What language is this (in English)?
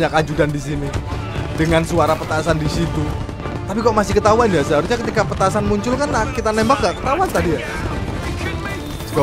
Indonesian